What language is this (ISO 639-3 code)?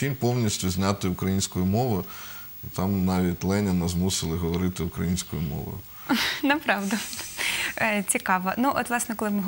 ukr